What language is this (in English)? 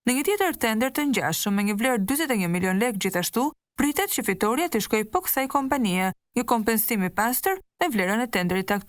Albanian